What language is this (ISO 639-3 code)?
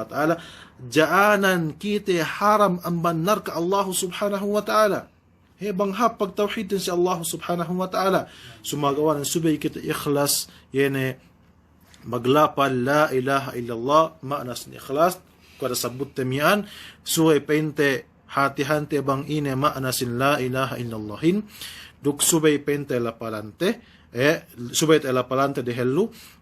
yka